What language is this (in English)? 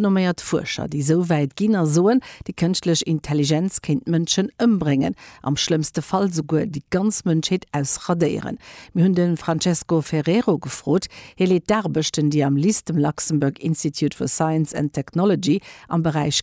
Luxembourgish